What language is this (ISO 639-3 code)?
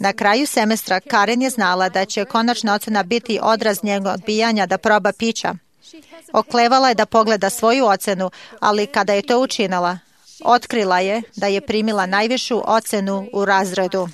srp